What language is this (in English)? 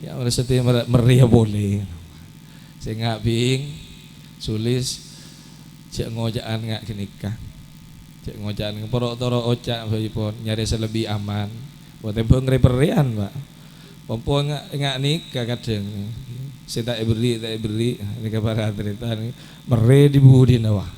Madurese